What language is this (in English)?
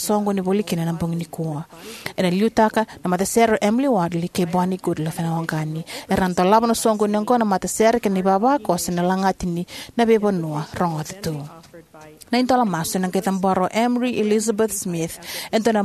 Fijian